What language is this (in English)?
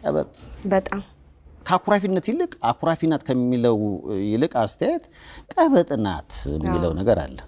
Amharic